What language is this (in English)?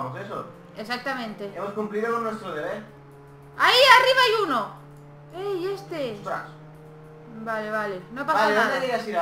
Spanish